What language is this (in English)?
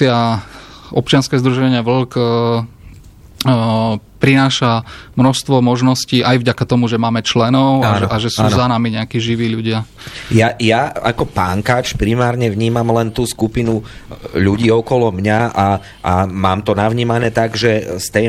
Slovak